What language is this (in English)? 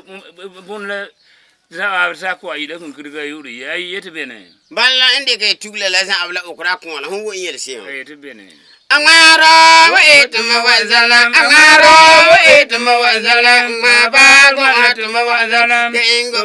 Frafra